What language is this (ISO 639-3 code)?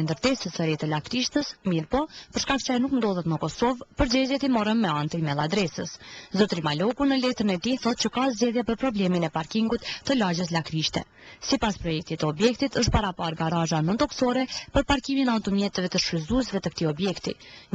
sqi